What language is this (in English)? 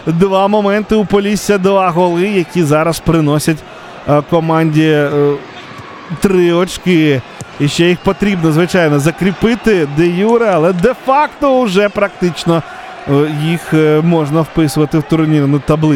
Ukrainian